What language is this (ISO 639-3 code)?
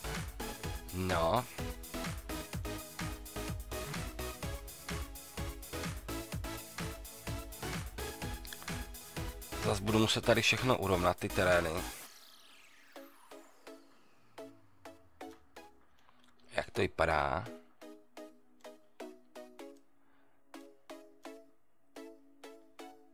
ces